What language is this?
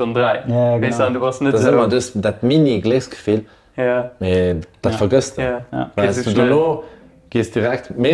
Luxembourgish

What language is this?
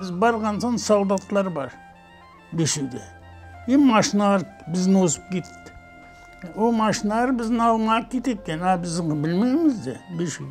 Crimean Tatar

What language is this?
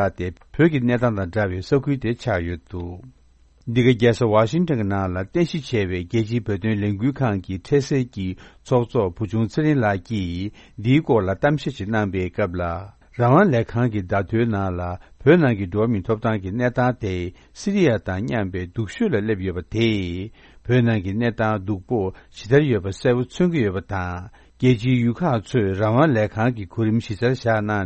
Tibetan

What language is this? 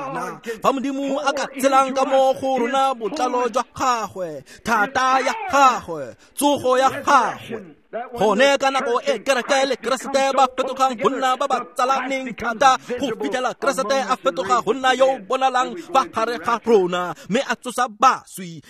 Tswana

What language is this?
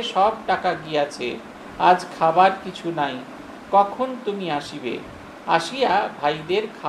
Bangla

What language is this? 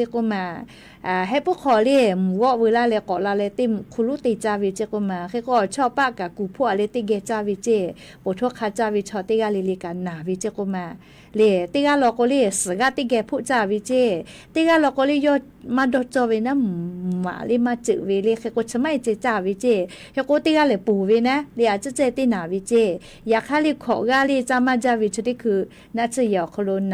Lahu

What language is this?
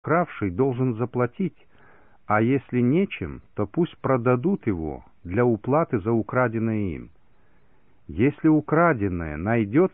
Russian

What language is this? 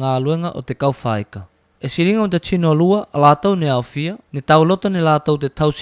Tuvalu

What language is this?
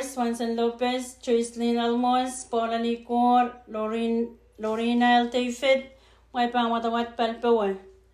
Pohnpeian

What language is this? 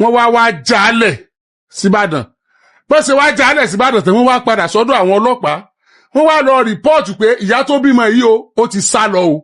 Yoruba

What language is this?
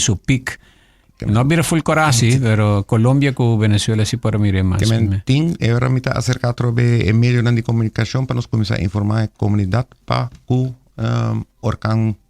Papiamento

